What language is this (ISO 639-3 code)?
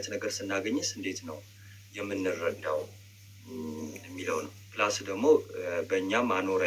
amh